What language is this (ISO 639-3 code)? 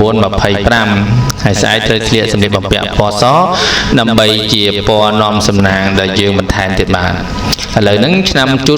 khm